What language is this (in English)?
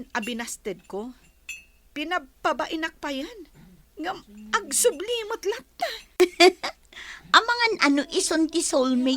Iloko